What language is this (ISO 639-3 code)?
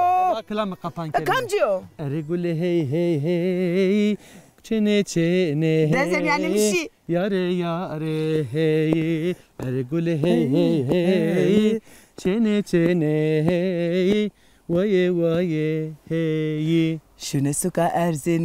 zza